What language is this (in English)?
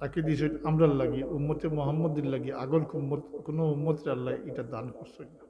Sylheti